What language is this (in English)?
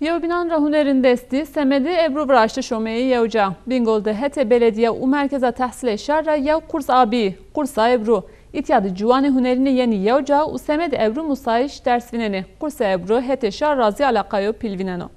Zaza